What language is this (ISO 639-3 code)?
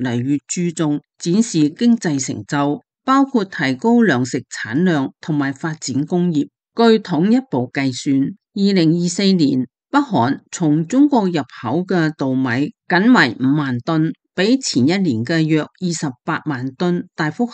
yue